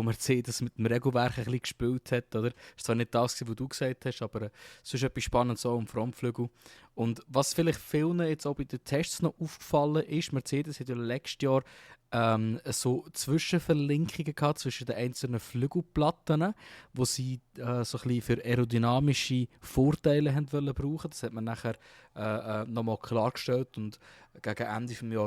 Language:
Swiss German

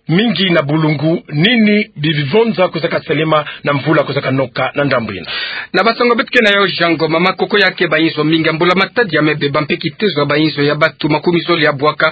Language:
Kituba (Democratic Republic of Congo)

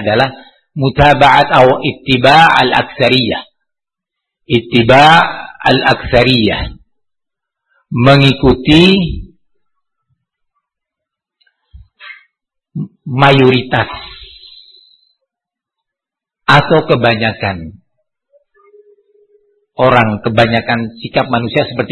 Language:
Indonesian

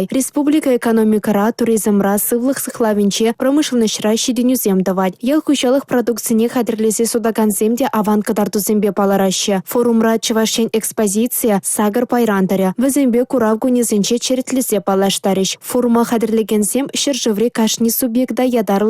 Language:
Chuvash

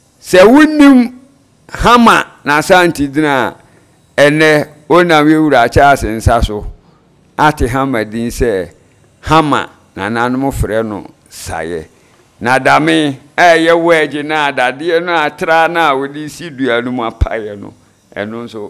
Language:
Akan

